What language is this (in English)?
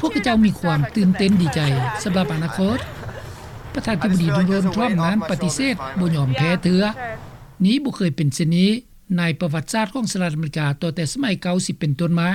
Lao